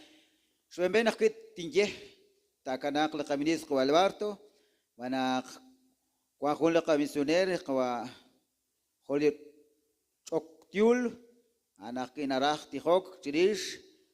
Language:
Kekchí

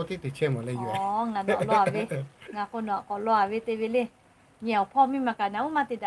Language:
Lahu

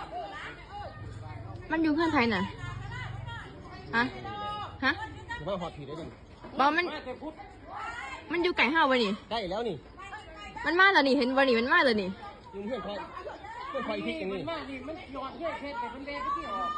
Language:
Lao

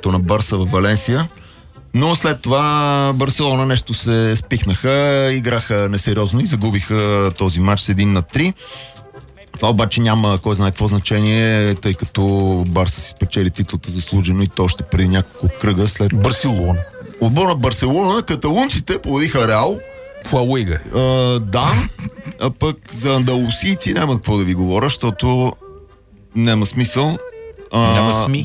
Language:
Bulgarian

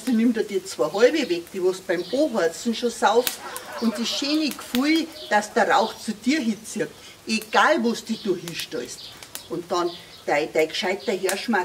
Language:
Bavarian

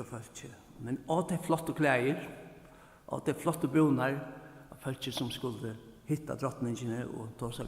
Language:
Faroese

